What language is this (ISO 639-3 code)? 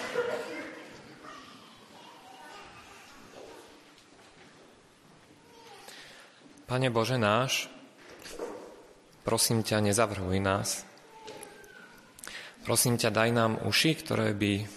slk